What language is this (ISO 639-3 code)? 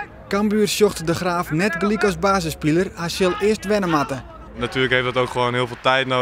fry